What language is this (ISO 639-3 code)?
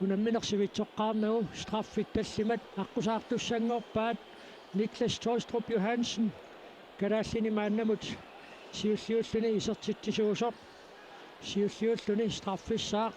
kal